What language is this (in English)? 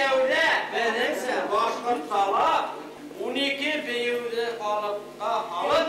Bashkir